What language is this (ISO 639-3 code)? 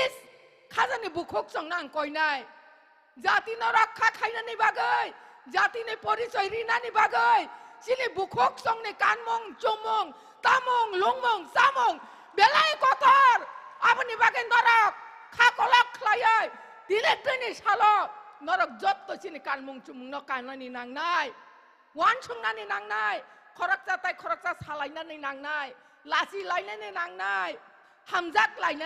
trp